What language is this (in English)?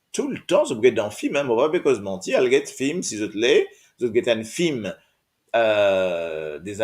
Morisyen